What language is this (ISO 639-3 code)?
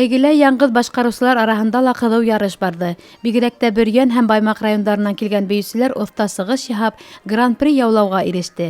bak